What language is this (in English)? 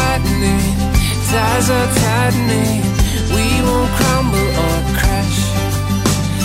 Estonian